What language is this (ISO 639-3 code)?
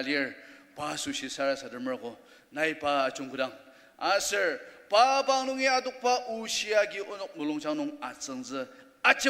njo